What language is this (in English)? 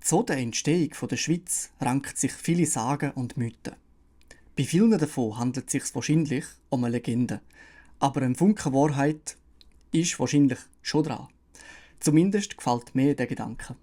Swiss German